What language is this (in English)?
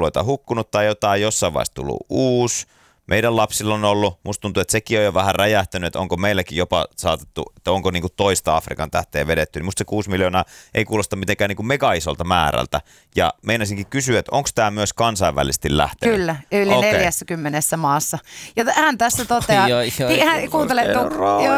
Finnish